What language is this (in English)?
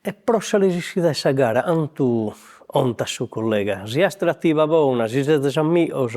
Sardinian